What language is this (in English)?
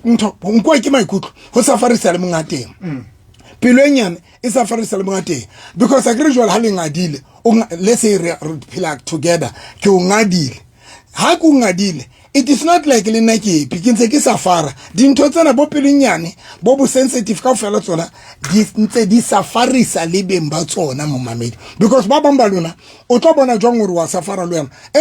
Southern Sotho